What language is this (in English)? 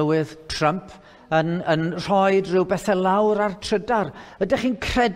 Welsh